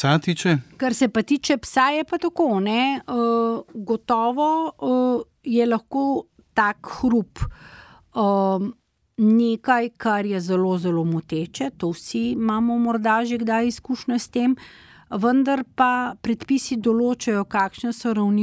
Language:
Slovenian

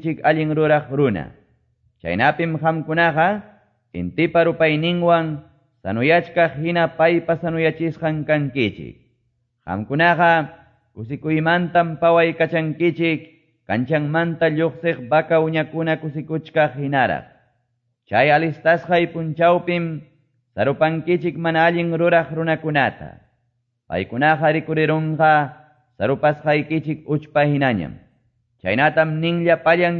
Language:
Quechua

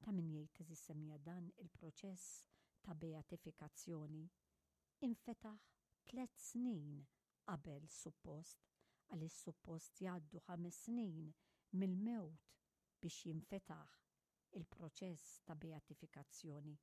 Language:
Maltese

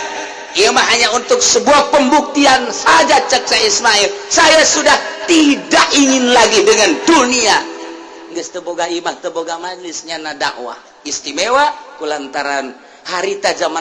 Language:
Sundanese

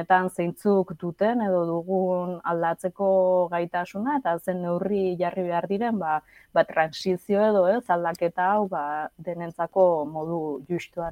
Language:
Basque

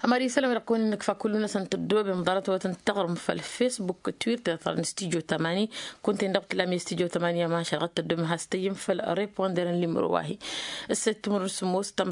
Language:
Tamasheq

